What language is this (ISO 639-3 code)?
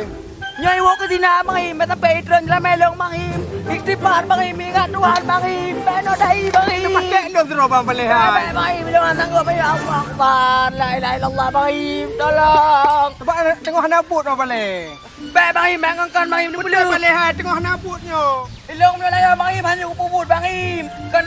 ace